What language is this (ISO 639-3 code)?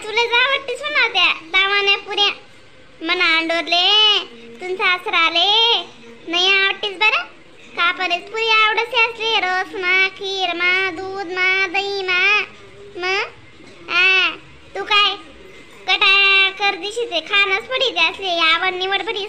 khn